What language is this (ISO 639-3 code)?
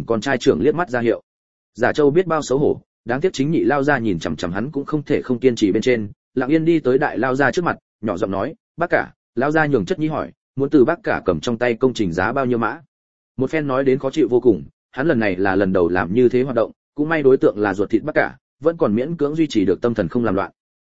vie